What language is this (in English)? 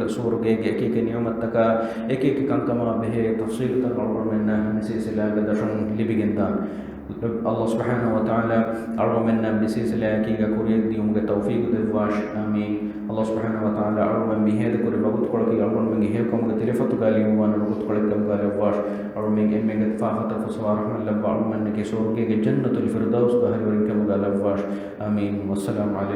Divehi